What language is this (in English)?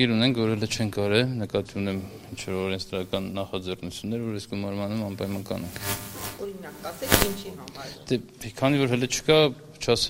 Armenian